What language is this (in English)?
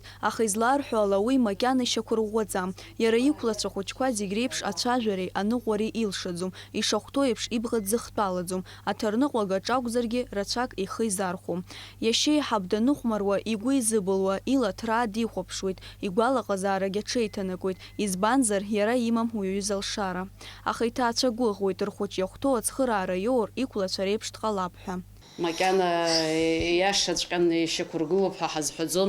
Abkhazian